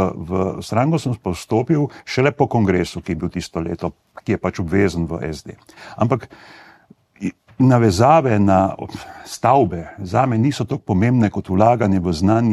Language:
Slovenian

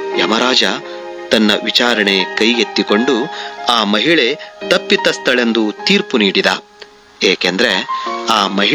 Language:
Kannada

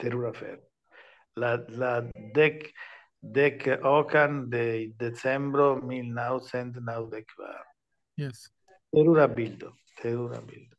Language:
Esperanto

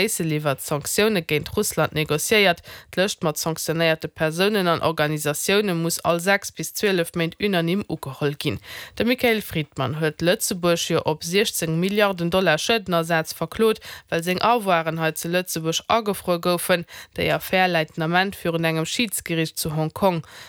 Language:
Luxembourgish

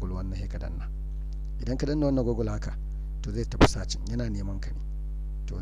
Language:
Hausa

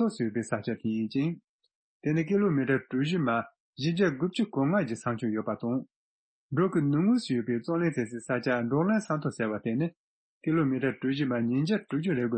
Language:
Tibetan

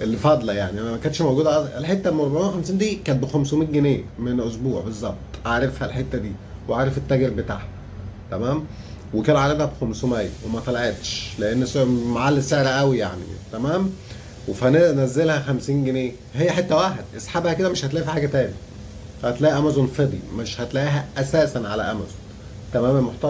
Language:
Egyptian Arabic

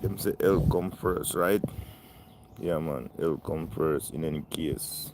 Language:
Jamaican Creole English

